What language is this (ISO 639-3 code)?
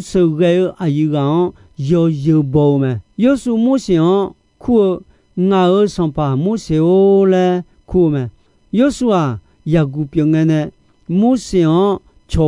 ahk